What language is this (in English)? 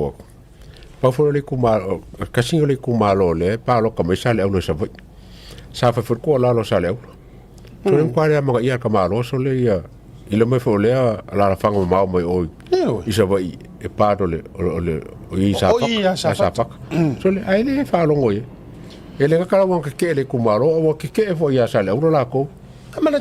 Samoan